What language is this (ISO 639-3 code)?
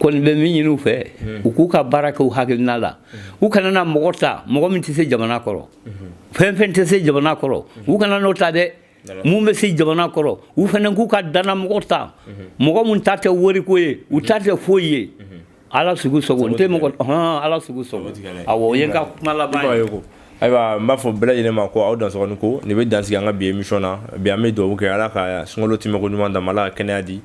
bam